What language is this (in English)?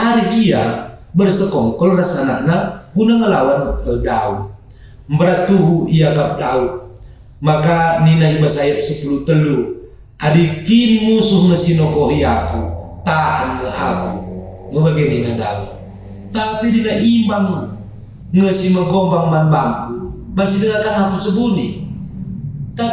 Batak Karo